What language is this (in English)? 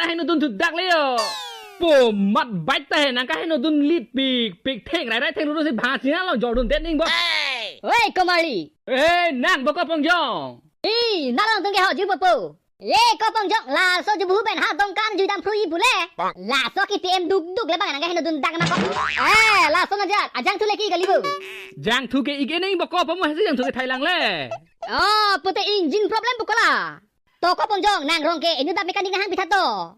Karbi